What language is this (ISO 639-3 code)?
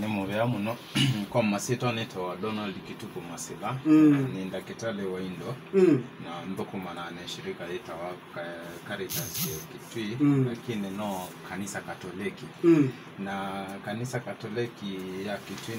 kam